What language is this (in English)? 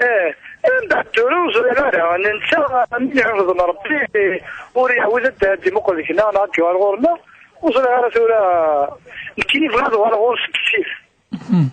Kabyle